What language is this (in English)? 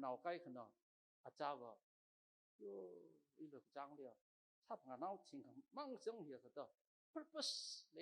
Tangkhul Naga (India)